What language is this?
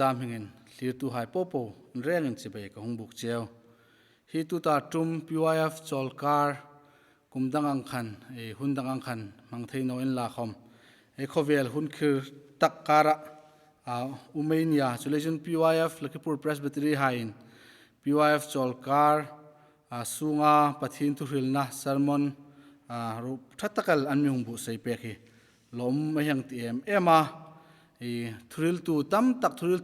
Hmar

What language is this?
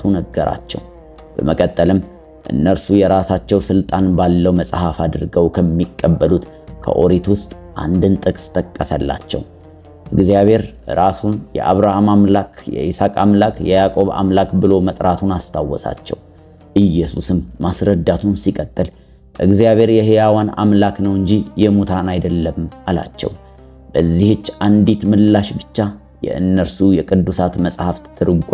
Amharic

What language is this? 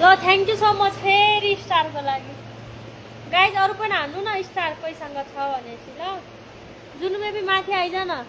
Nepali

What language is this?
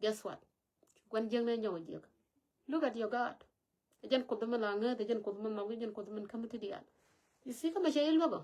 Nuer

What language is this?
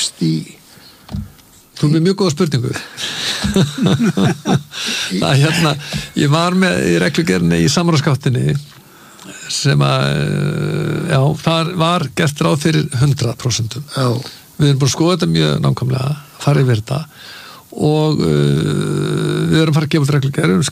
Icelandic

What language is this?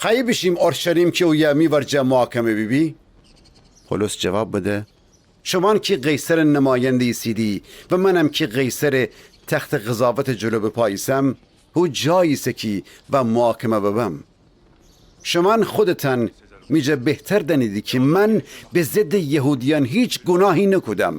Gilaki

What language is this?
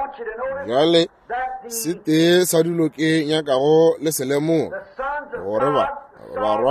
Northern Sotho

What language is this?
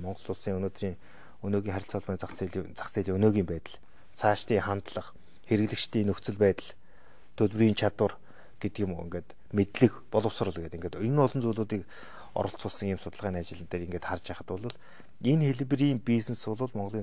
Mongolian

